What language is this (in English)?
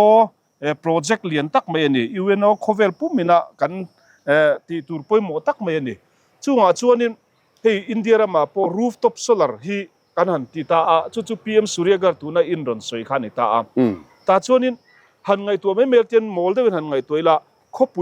Mizo